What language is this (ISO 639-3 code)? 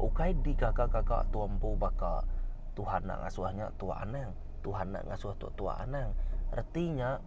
iba